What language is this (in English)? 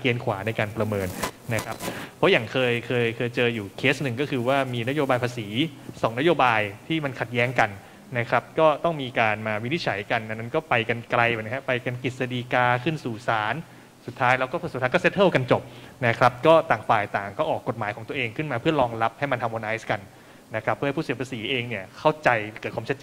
Thai